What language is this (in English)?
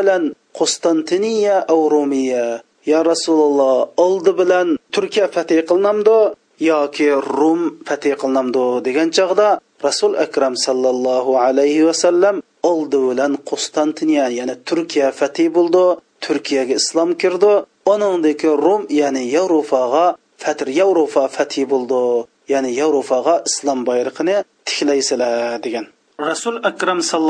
Uyghur